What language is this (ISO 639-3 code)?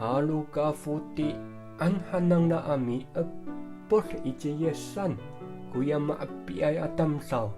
ami